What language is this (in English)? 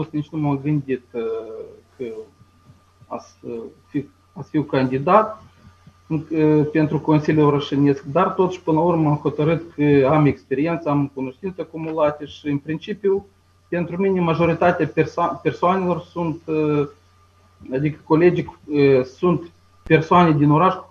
Romanian